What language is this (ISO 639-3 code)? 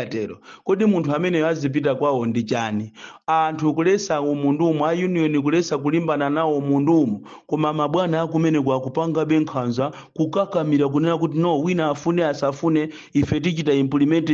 nya